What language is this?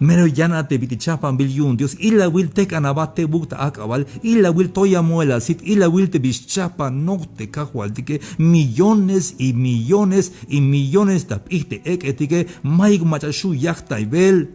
Tzeltal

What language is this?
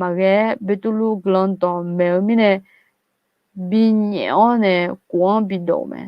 Akha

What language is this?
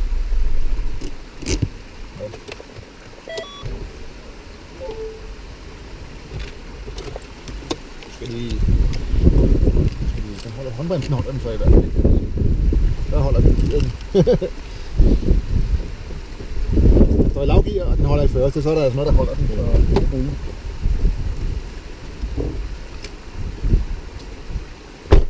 Danish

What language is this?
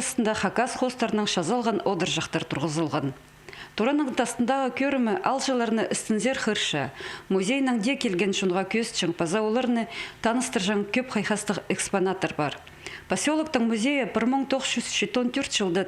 Khakas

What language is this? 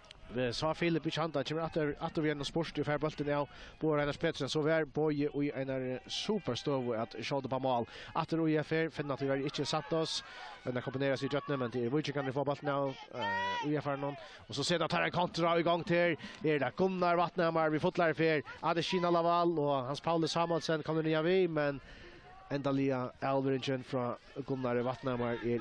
Faroese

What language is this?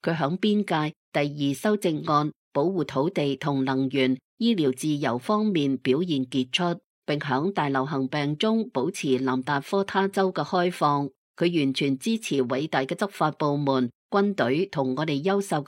Cantonese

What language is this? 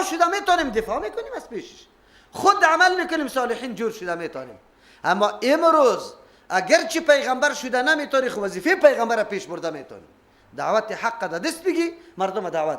Persian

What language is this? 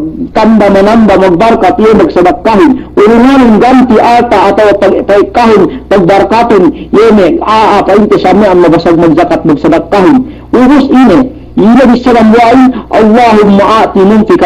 Yakan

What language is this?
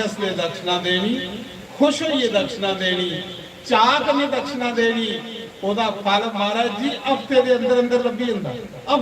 Dogri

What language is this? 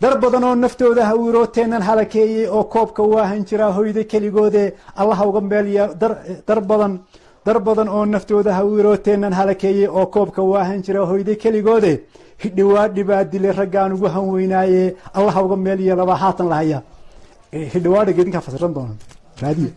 Somali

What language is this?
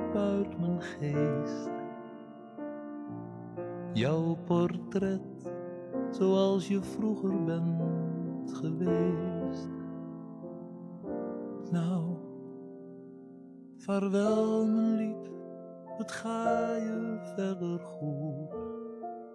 Dutch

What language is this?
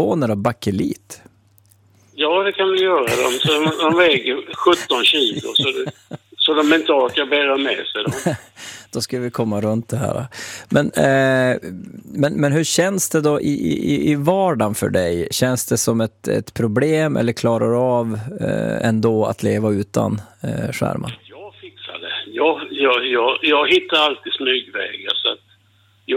Swedish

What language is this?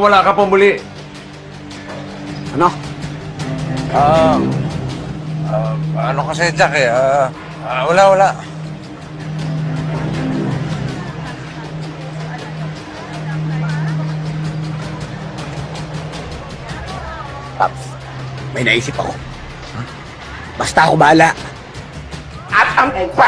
Filipino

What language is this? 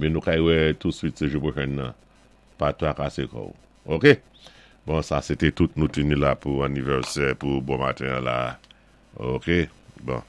Saint Lucian Creole French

